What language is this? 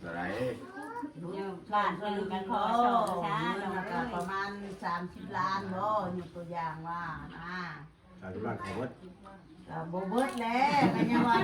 Northeastern Thai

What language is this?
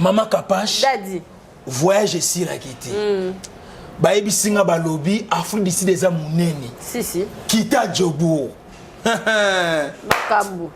Lingala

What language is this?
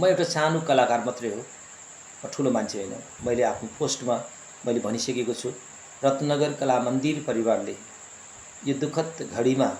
Nepali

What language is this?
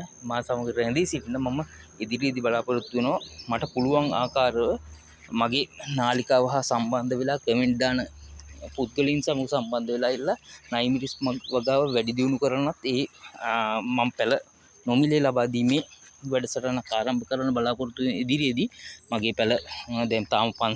Sinhala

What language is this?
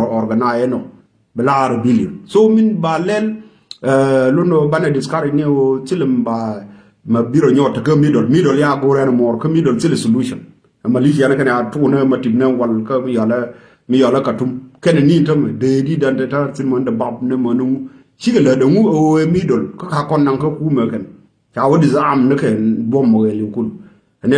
Nuer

